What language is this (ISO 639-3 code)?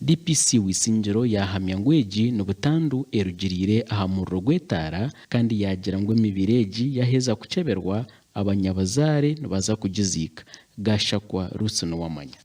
nyn